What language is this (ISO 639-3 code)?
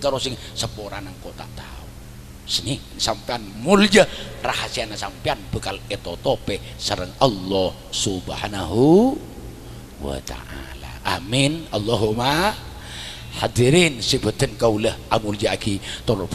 mad